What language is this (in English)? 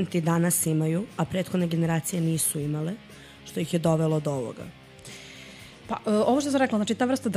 Serbian